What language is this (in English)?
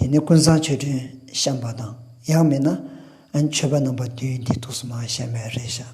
Tibetan